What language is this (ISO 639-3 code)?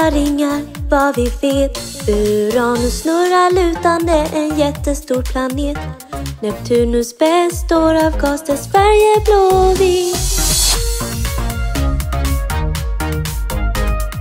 swe